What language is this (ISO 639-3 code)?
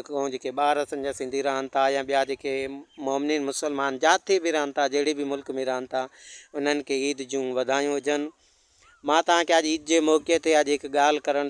snd